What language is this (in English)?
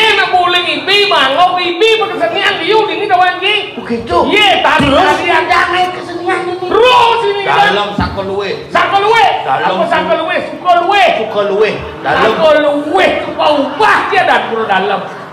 Balinese